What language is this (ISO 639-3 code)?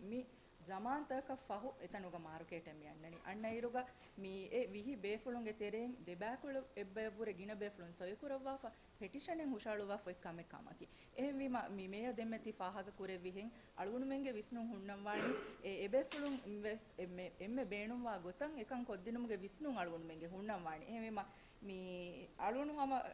div